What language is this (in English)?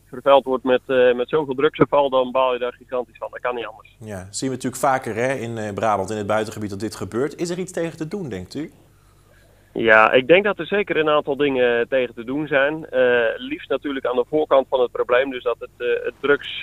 Dutch